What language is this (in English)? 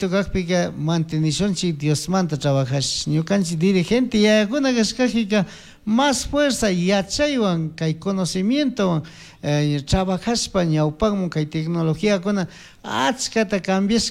Chimborazo Highland Quichua